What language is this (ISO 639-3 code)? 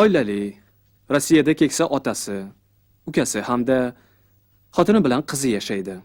uzb